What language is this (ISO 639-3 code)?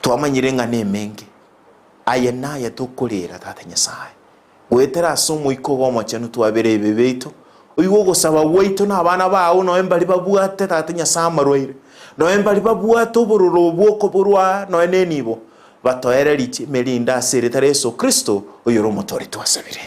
guz